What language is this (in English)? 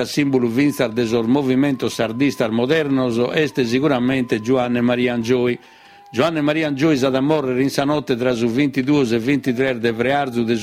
Sardinian